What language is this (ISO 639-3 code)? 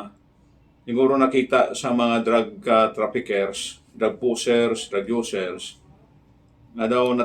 hil